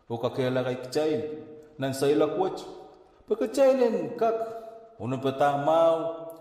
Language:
Pohnpeian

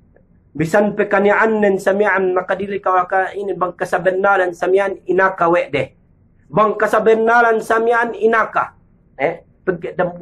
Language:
Yakan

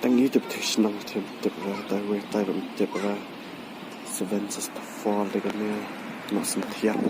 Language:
Khasi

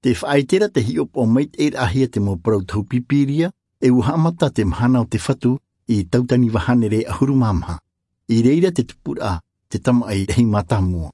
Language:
Tahitian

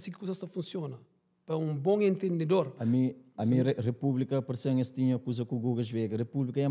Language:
Kabuverdianu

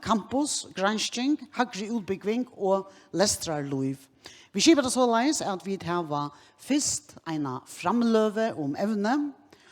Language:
Faroese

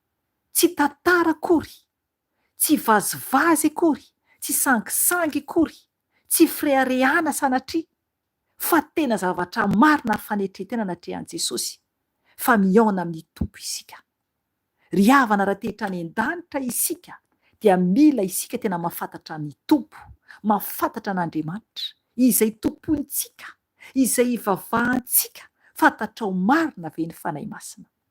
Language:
Malagasy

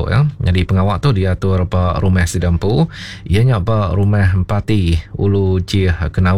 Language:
Iban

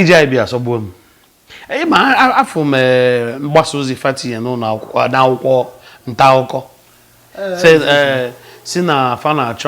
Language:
Igbo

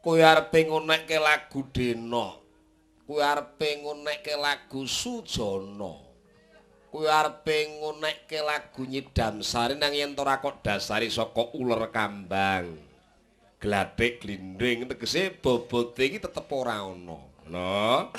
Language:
Javanese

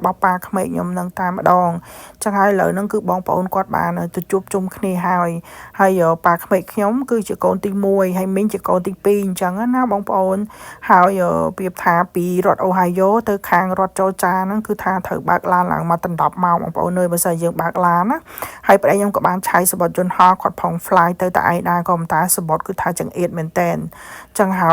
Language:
Khmer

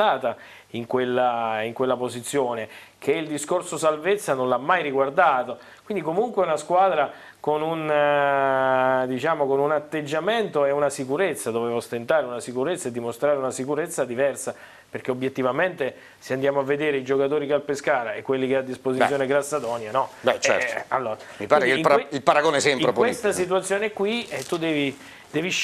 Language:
Italian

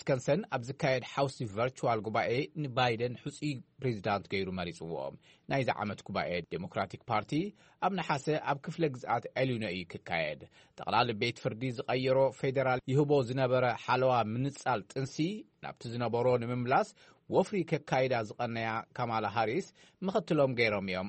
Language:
Tigrinya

